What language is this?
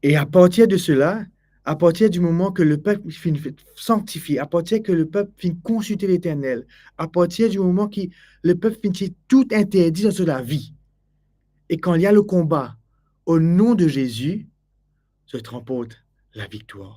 Morisyen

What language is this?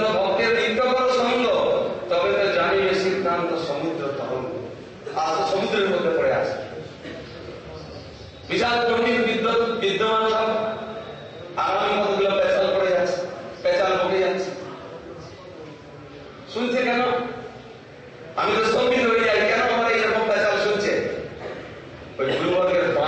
Bangla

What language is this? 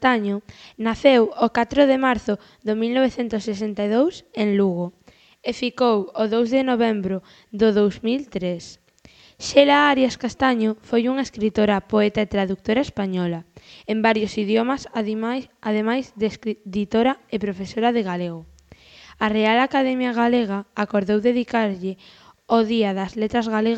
Galician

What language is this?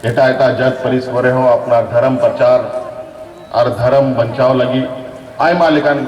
Santali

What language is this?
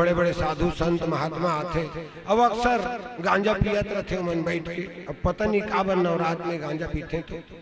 Chhattisgarhi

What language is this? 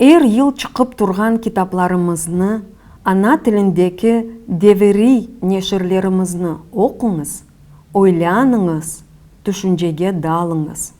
Crimean Tatar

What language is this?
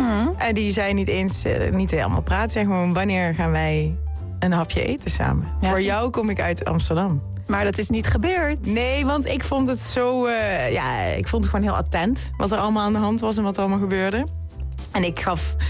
Dutch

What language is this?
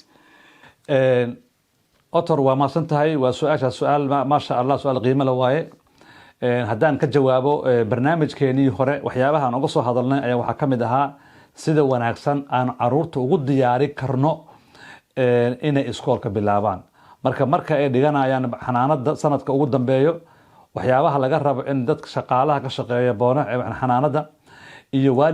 Somali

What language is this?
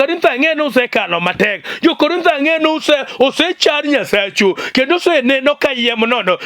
Luo (Kenya and Tanzania)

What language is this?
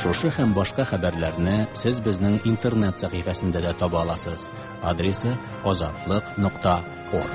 Tatar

